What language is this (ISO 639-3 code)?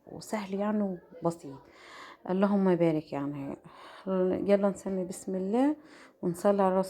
arz